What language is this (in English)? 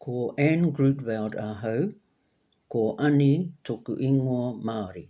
Māori